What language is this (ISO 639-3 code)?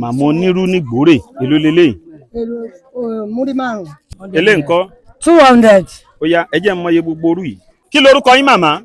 yor